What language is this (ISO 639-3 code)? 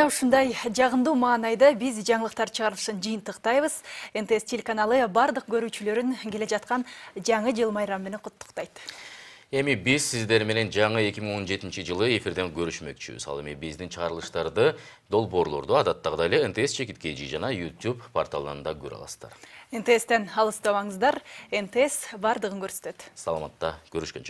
kir